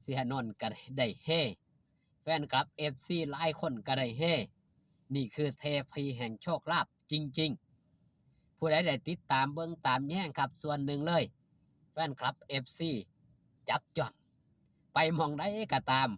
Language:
Northeastern Thai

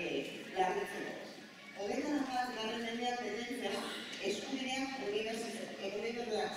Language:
Basque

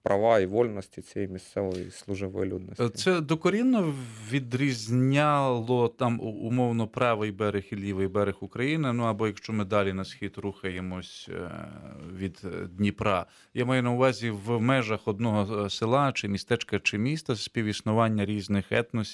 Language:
Ukrainian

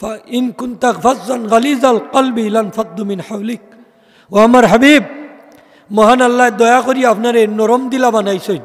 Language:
Sylheti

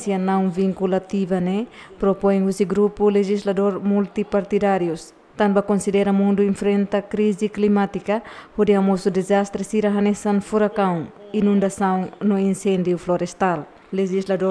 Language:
Tetum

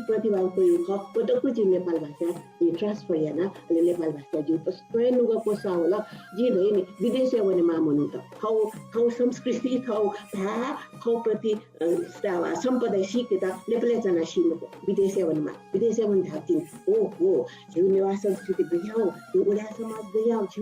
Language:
Newari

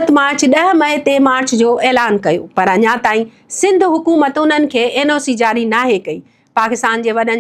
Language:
Sindhi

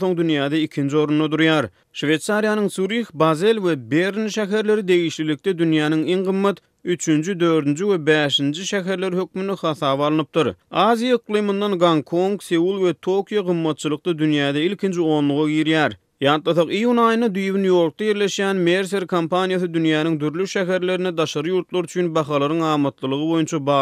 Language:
Turkmen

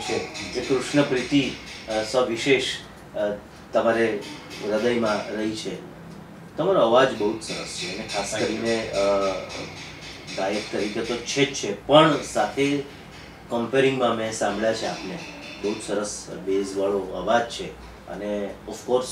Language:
Gujarati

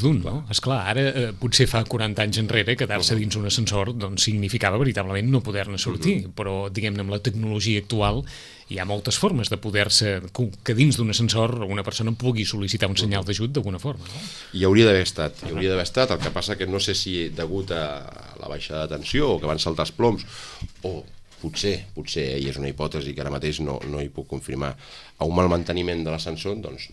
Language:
Catalan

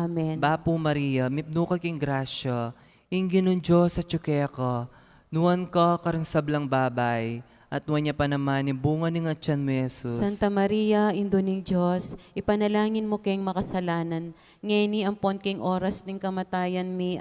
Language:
Pampanga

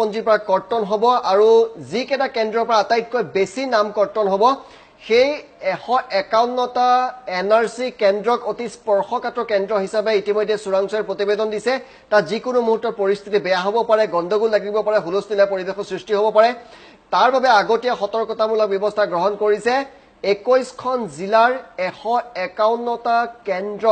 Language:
Assamese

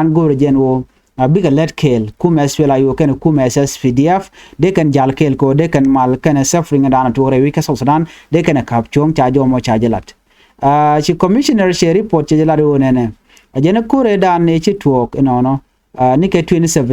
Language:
Nuer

